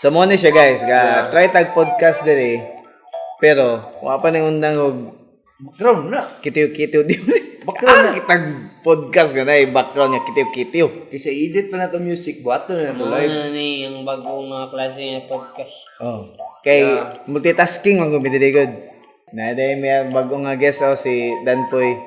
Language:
Cebuano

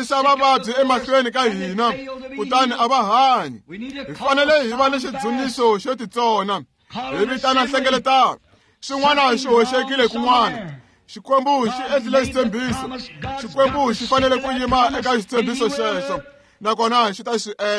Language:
Tsonga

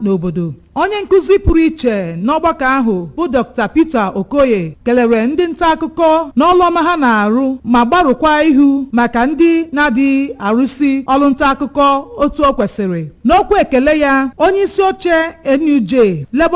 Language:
Igbo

